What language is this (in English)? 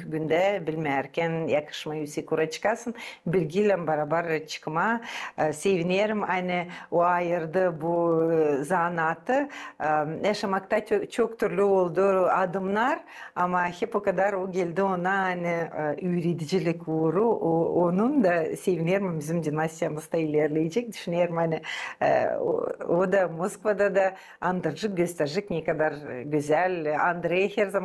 Gagauz